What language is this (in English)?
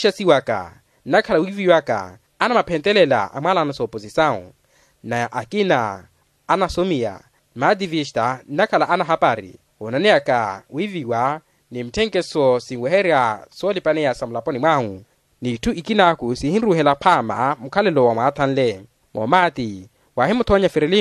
Makhuwa